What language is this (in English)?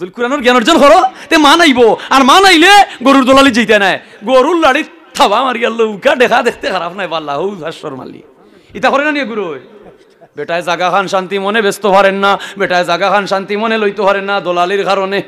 Sylheti